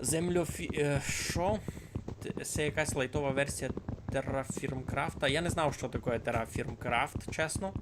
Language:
Rusyn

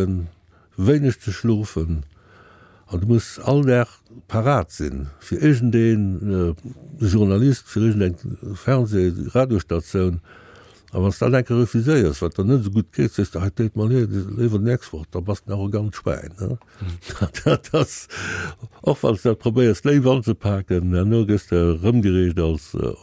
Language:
Luxembourgish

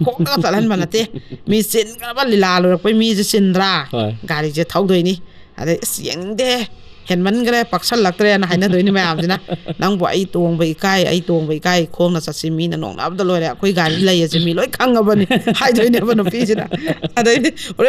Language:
Manipuri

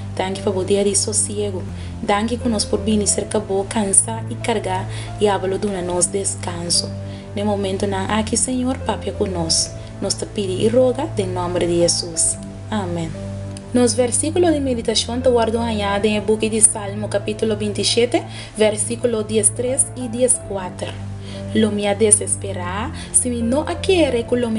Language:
Papiamento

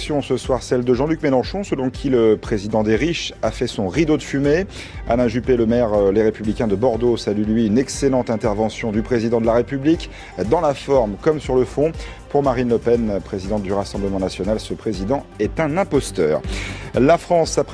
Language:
French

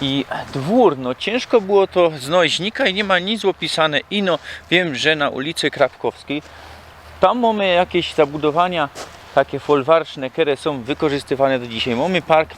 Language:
Silesian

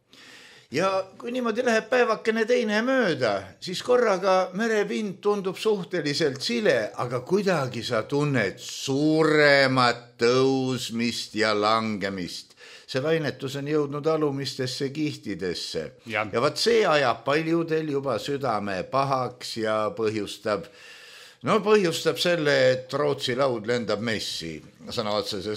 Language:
Estonian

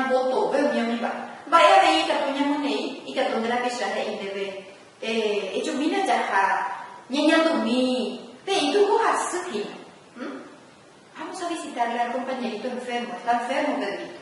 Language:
Guarani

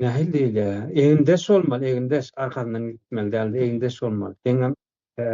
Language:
Turkmen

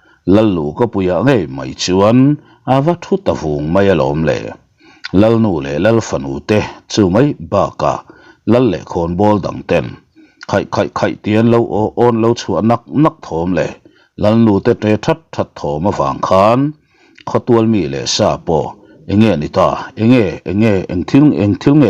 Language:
Mizo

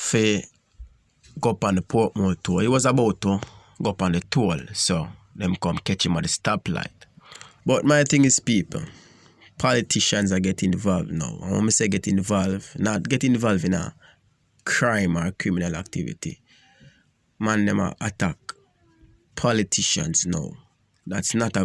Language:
Jamaican Creole English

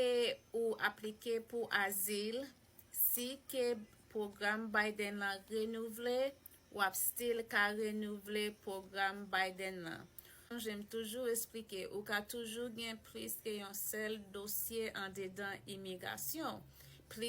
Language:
Haitian Creole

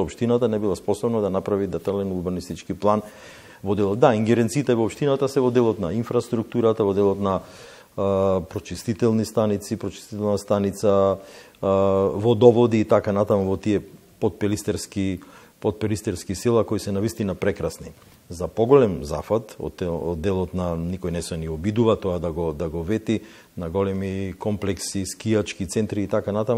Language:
Macedonian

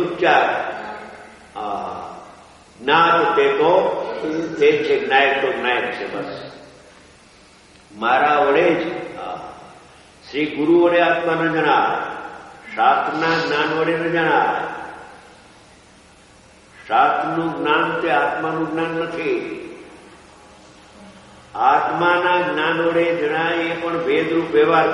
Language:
Gujarati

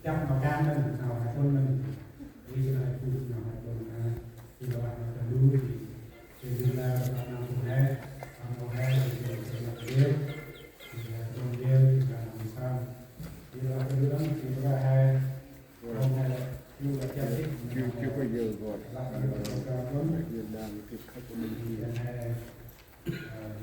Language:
Central Mnong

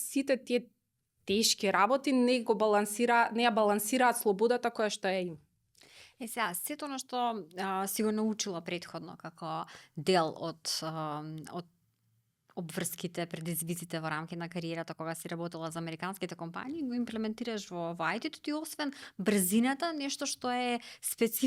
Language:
Macedonian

